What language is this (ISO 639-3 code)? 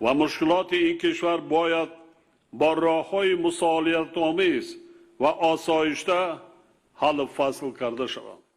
tgk